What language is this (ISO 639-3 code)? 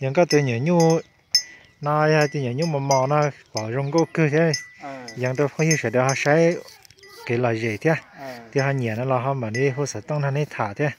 hmn